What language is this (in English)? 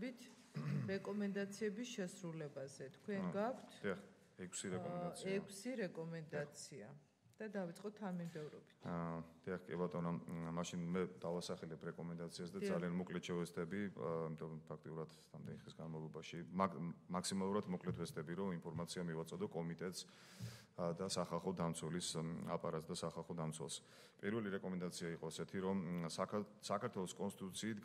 Georgian